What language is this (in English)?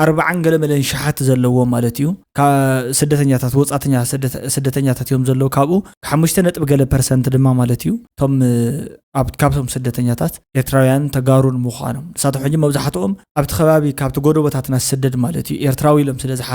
Tigrinya